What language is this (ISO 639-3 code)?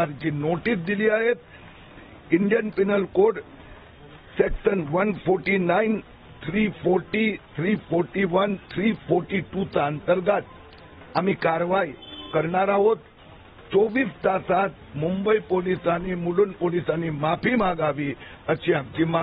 mar